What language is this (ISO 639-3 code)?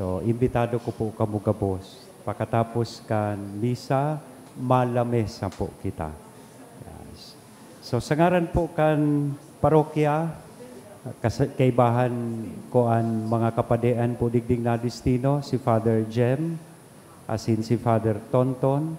bik